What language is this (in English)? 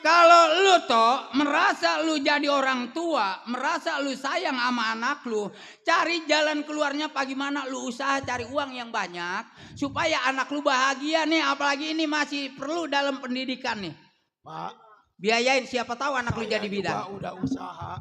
Betawi